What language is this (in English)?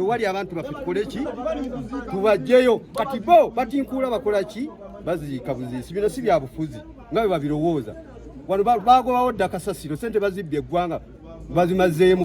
Ganda